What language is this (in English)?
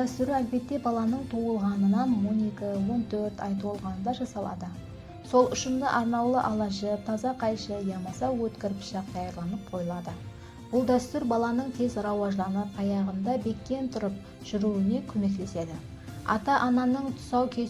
Kara-Kalpak